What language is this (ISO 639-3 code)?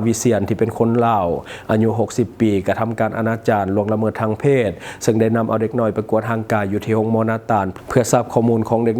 lao